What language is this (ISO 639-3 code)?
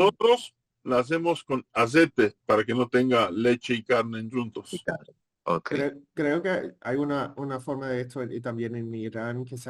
lad